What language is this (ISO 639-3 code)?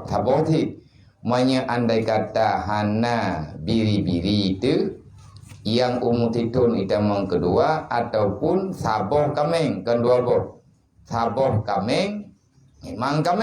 ace